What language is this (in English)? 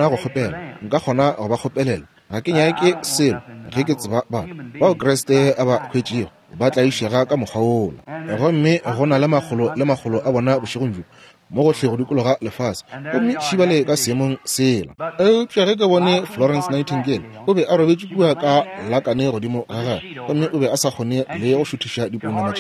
Northern Sotho